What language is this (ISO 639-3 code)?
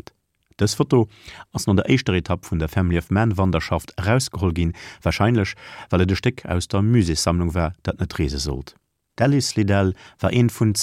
ltz